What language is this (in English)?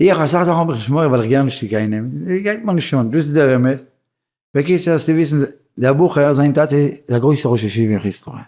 Yiddish